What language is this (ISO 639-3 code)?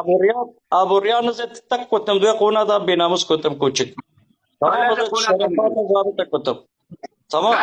kur